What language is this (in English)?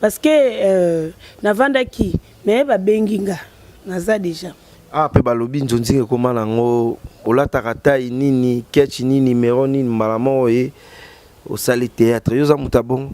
Lingala